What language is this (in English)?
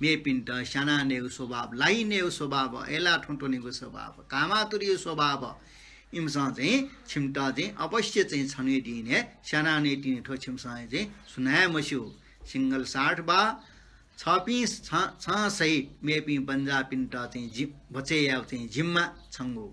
Newari